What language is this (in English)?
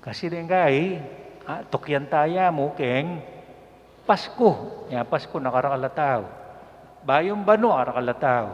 Pampanga